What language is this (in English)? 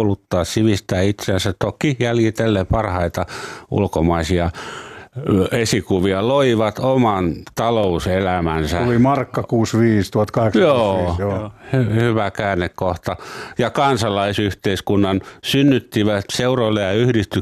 Finnish